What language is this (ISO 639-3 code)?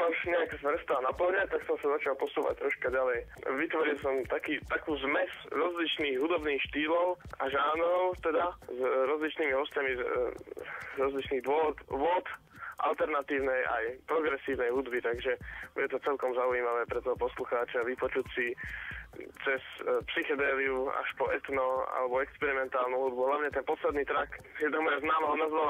slk